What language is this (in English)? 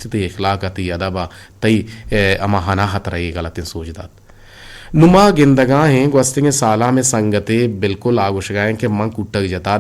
Eastern Balochi